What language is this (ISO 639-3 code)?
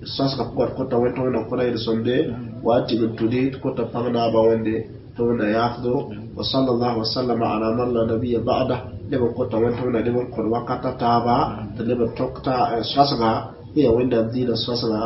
mos